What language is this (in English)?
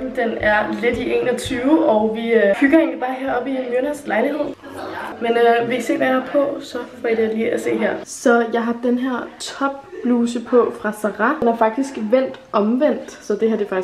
Danish